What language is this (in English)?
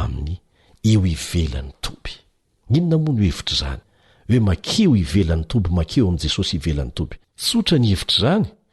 Malagasy